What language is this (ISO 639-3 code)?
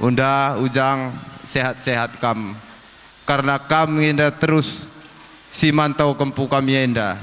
btx